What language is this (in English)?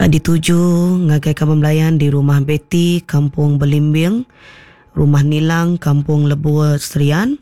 Iban